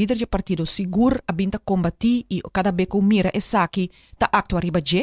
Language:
Papiamento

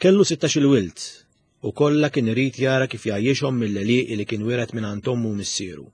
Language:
Maltese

